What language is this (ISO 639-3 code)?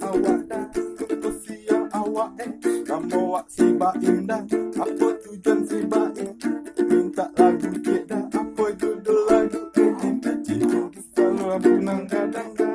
min